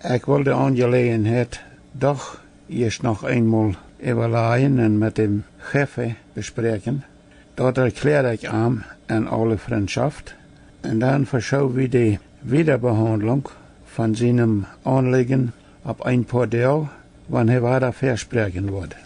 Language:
Plautdietsch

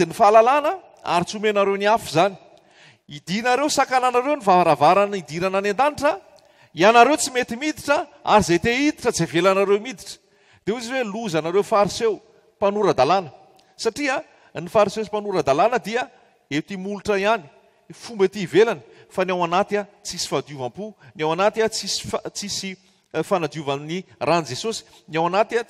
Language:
Malagasy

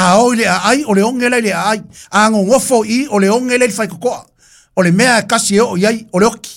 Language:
Samoan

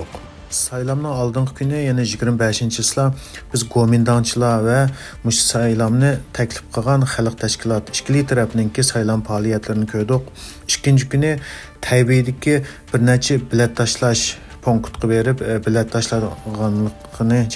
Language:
Uyghur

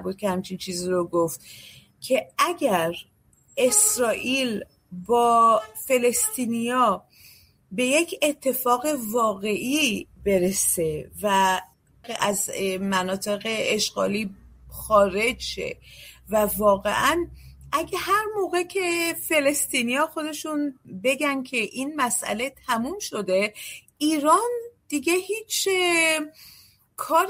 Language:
Persian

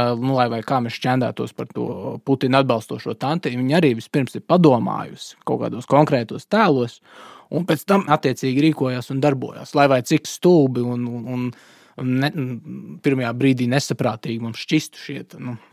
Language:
Latvian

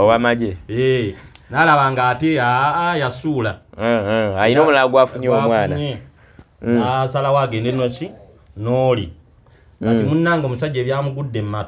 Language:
Ganda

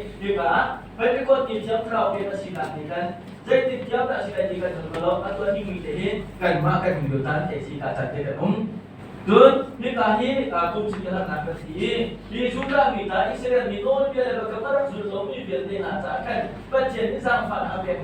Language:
Hakha Chin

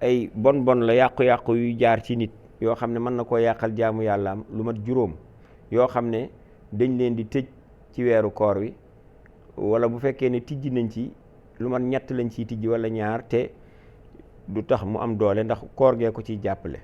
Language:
Wolof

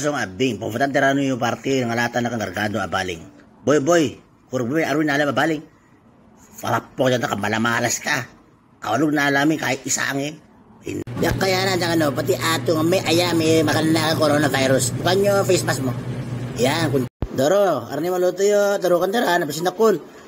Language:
Itawit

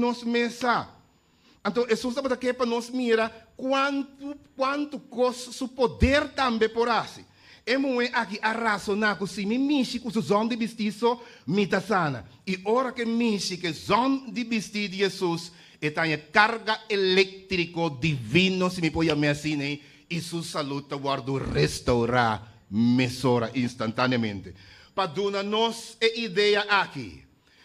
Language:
Papiamento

